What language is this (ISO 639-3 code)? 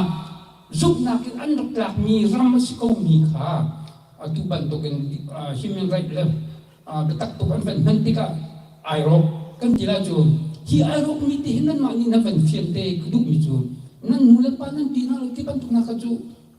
cnh